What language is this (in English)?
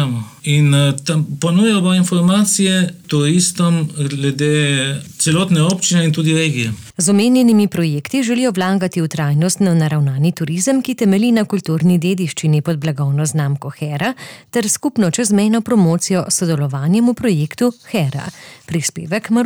Slovenian